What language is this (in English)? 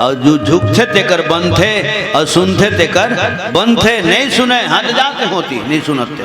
Chhattisgarhi